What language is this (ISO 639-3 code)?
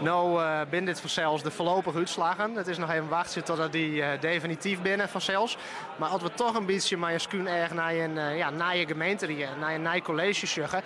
fry